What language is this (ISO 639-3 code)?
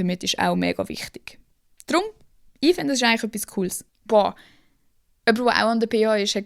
gsw